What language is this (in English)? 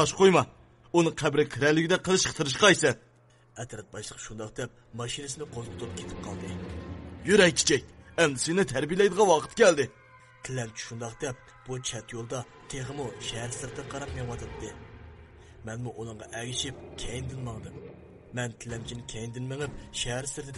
Uyghur